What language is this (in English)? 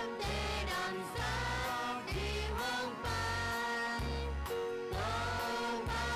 Tedim Chin